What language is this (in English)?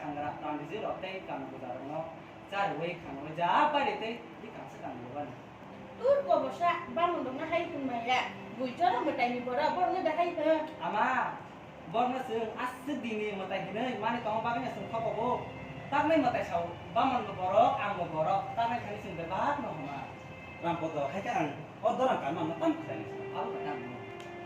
Kok Borok